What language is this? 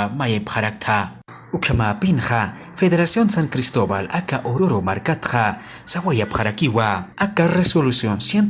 Aymara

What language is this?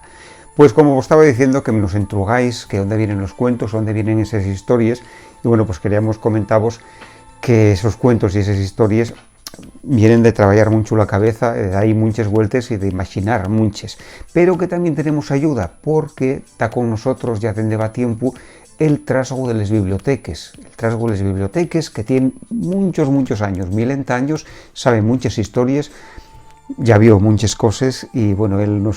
Asturian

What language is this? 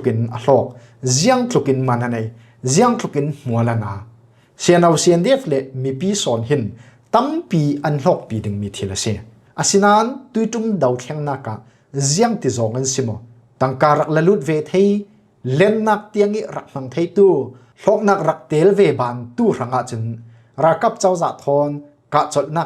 Falam Chin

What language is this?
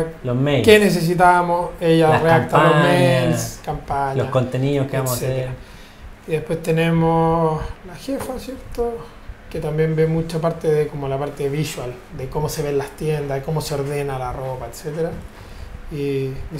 Spanish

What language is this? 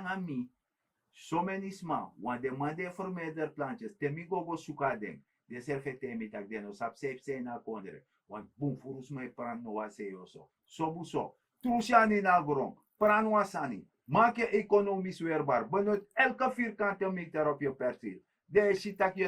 Sranan Tongo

